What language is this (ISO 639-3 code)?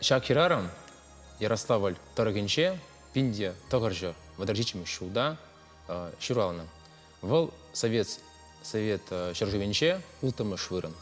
chv